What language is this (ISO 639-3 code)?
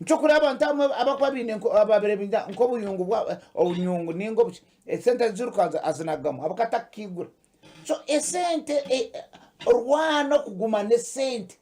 nyn